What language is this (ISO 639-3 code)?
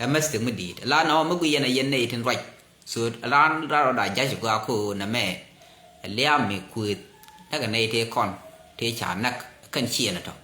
nus